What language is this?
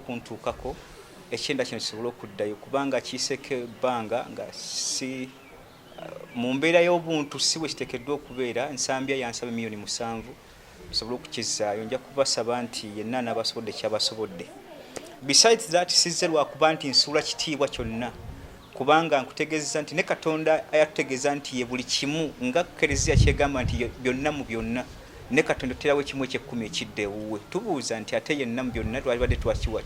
Ganda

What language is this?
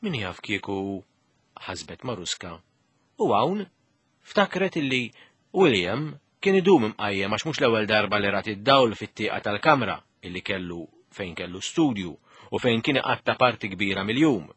Maltese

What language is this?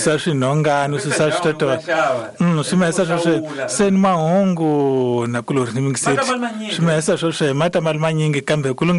Tsonga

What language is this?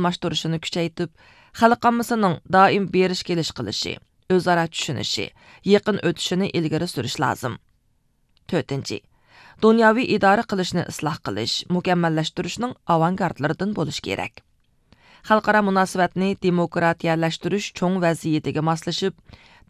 Uyghur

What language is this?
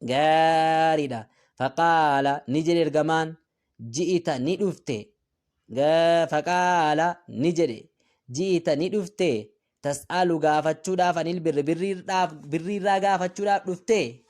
Oromo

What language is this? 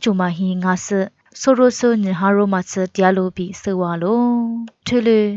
Lisu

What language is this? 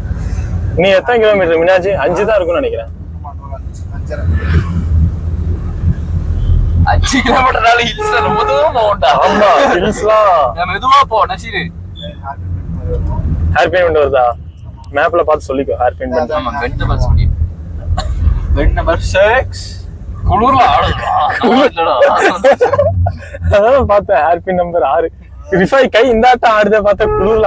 Tamil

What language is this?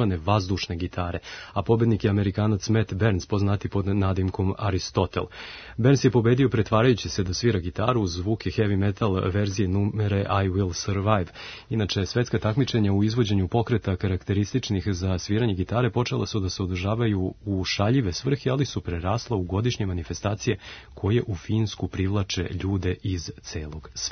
Serbian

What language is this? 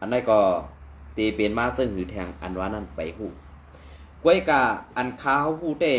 Shan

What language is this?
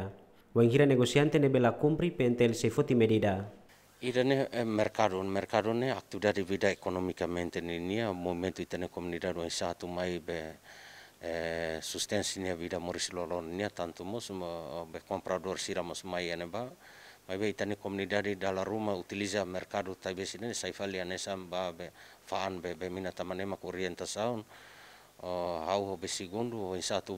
Tetum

